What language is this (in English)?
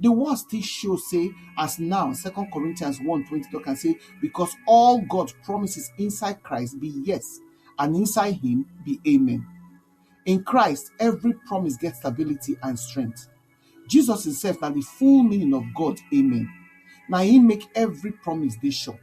Nigerian Pidgin